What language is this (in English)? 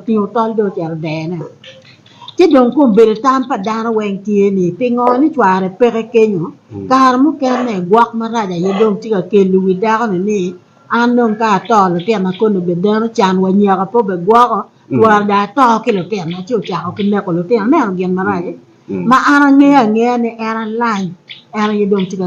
Acoli